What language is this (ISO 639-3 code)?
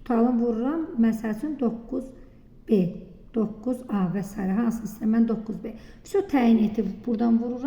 aze